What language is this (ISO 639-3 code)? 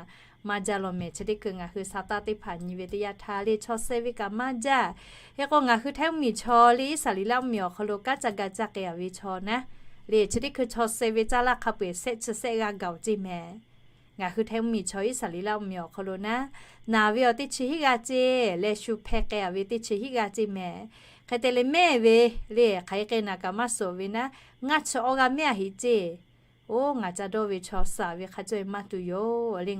lhu